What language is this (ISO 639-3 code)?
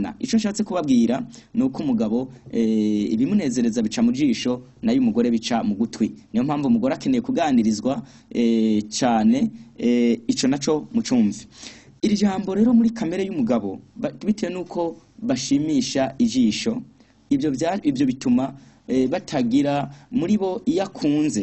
run